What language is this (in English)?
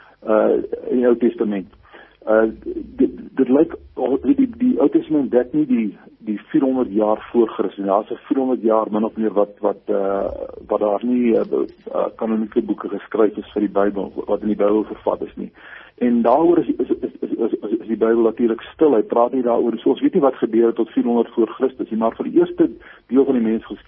Afrikaans